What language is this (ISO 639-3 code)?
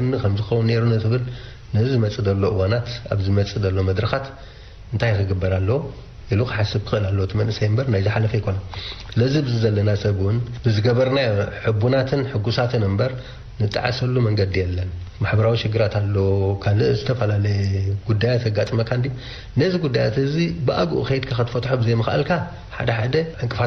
tir